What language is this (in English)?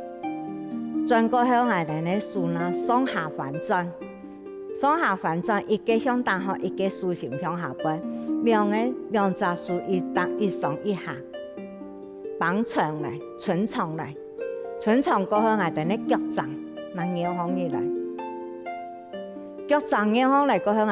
Hakka Chinese